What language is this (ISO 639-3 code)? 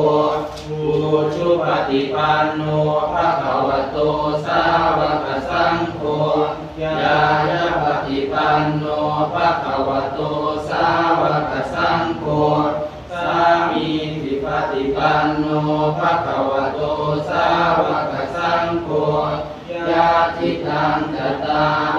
pli